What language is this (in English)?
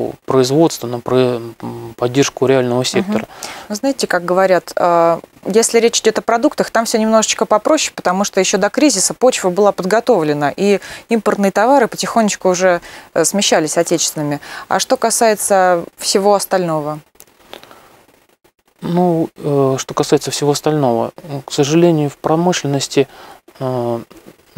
Russian